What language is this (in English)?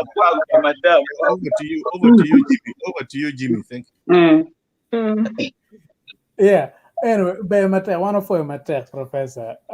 Acoli